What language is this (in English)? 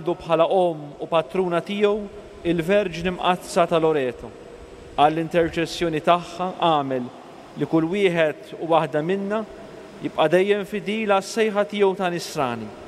Maltese